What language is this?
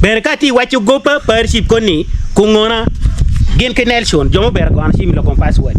Acoli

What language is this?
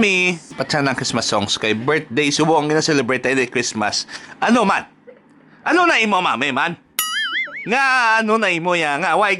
Hiligaynon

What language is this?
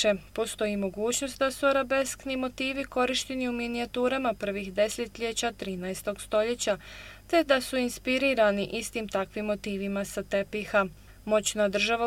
Bosnian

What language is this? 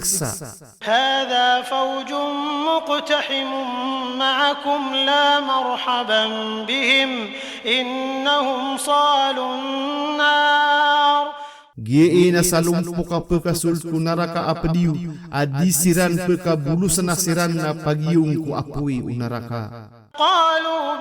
Maranao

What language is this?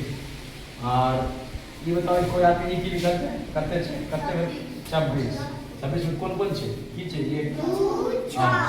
Maithili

